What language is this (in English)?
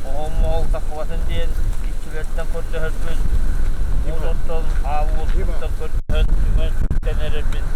Yakut